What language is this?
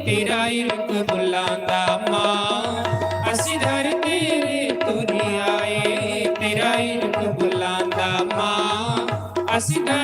Dogri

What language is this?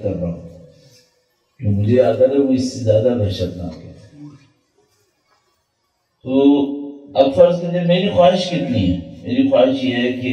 Urdu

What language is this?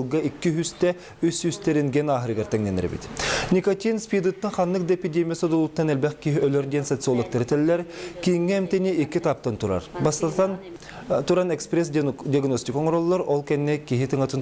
Yakut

